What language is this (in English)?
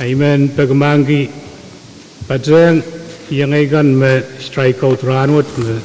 Pohnpeian